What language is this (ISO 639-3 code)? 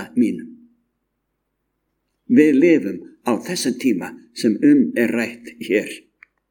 isl